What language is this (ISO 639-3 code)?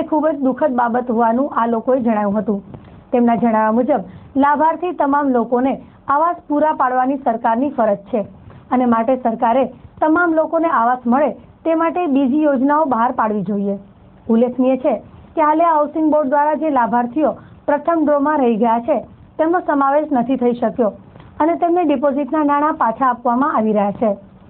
guj